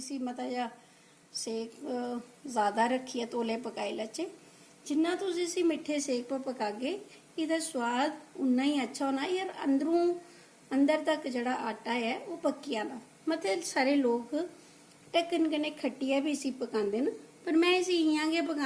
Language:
Dogri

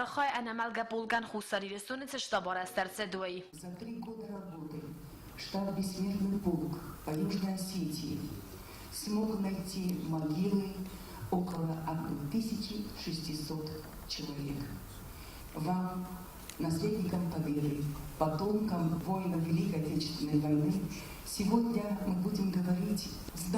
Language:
Ossetic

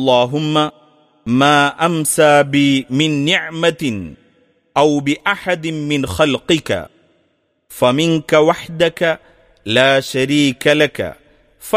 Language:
Malayalam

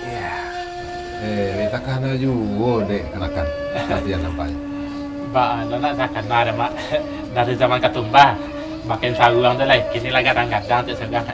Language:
Minangkabau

